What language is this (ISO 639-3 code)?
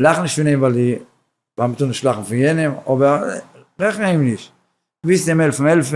yid